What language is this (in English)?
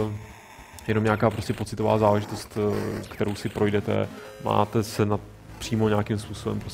Czech